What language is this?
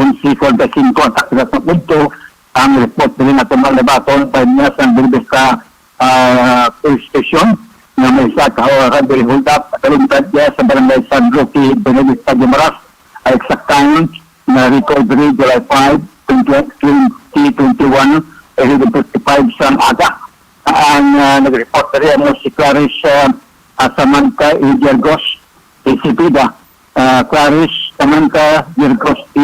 Hiligaynon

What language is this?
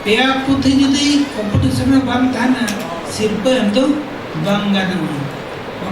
Santali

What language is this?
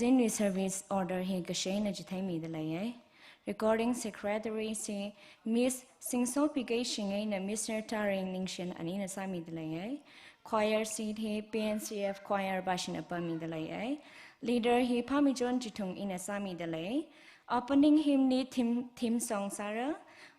Tangkhul Naga (India)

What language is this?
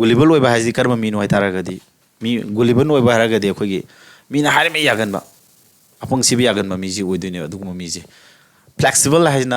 Manipuri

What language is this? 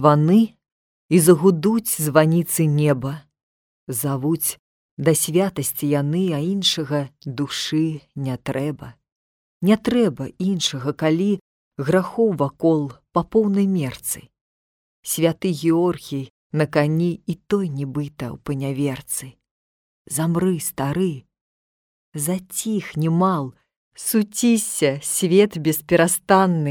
Belarusian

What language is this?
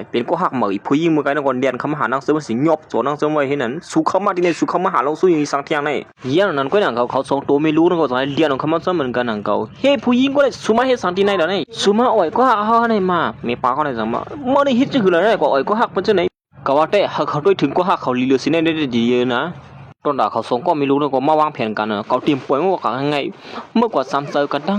Shan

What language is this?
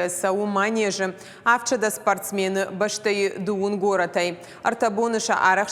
Ossetic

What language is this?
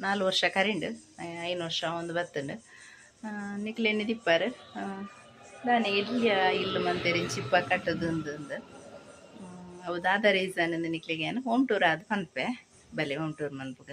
Tulu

